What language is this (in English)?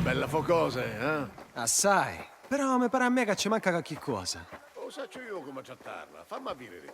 Sicilian